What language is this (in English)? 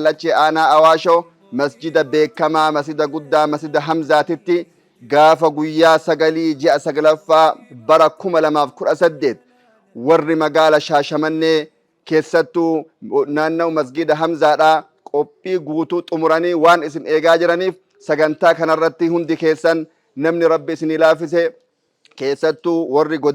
Oromo